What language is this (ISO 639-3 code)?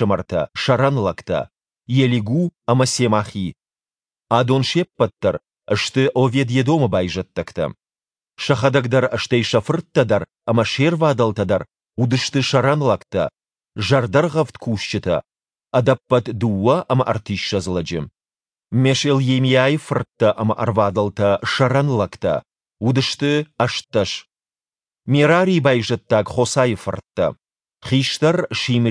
oss